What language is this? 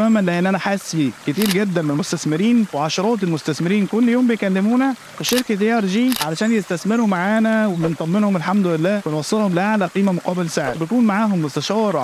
Egyptian Arabic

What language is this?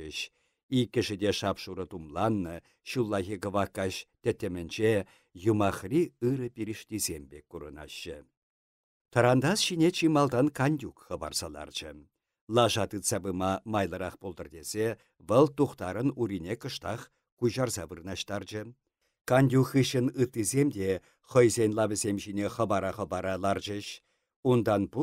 Chuvash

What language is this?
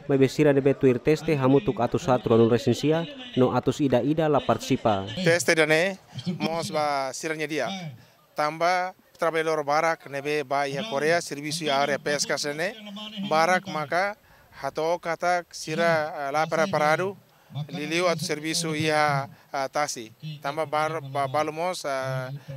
Tetum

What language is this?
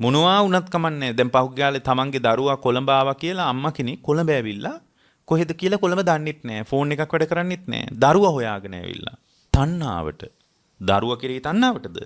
Sinhala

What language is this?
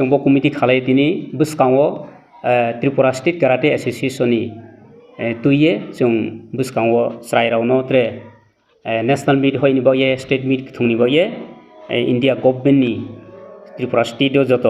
Riang (India)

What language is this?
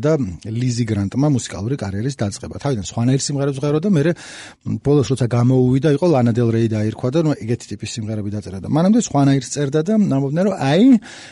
Georgian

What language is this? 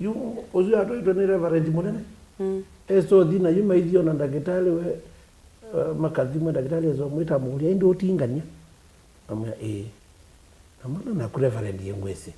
Kamba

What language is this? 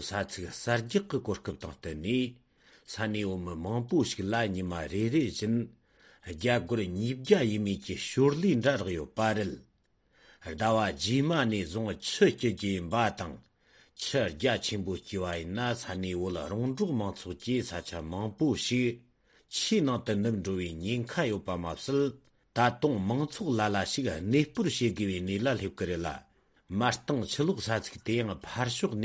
Tibetan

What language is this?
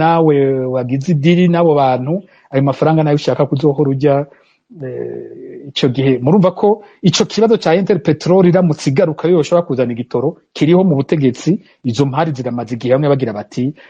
Rundi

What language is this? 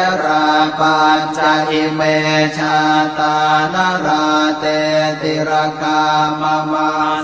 Pali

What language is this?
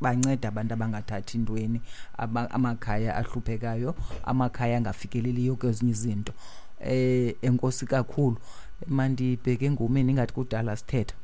Xhosa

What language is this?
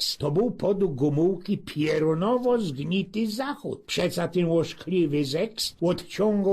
Silesian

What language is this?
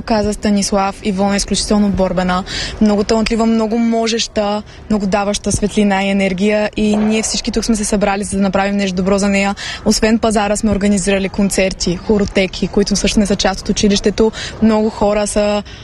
Bulgarian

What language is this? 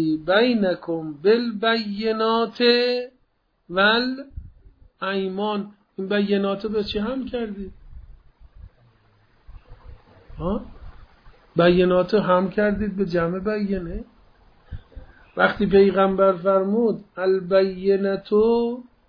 Persian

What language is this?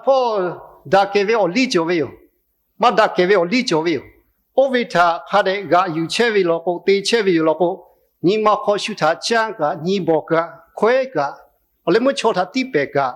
Lahu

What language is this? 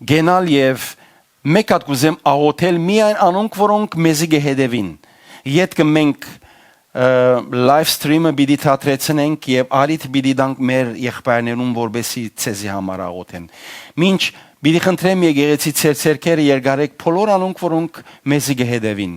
Western Armenian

